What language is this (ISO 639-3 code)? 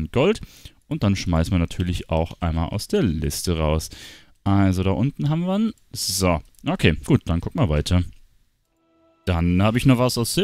deu